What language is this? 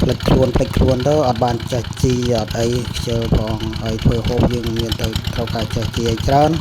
Khmer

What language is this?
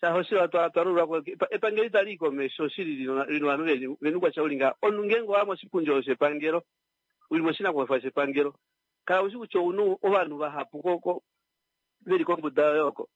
Kuanyama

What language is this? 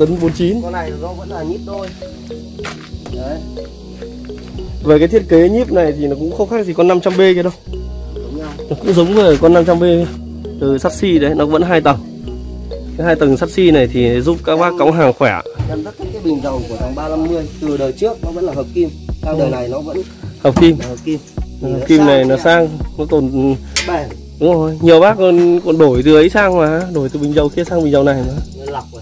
Vietnamese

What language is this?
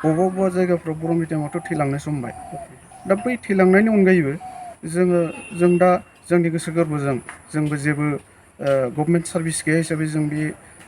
Bodo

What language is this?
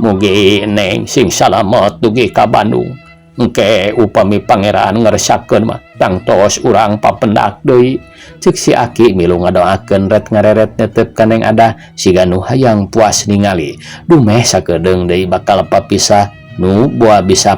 Sundanese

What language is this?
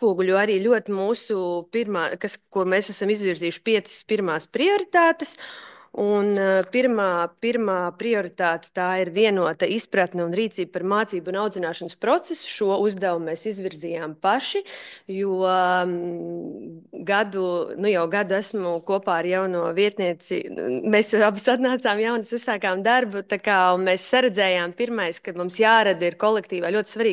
Latvian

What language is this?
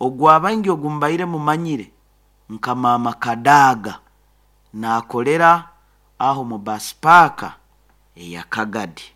Nyoro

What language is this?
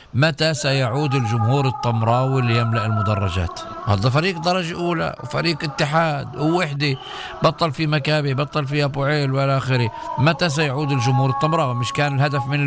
North Levantine Arabic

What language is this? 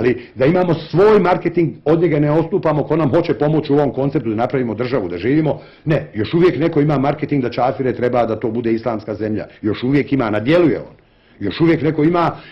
Bosnian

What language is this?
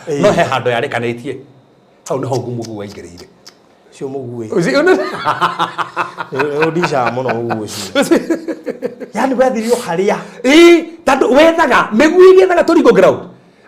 Kikuyu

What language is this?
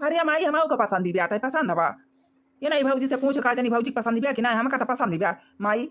Awadhi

